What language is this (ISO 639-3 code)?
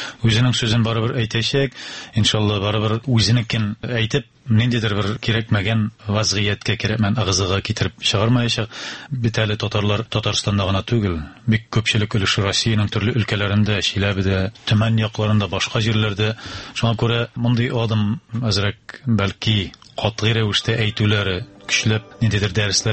tat